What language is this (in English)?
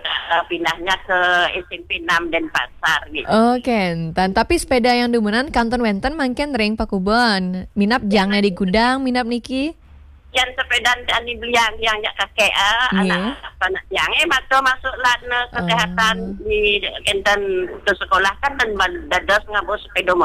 Balinese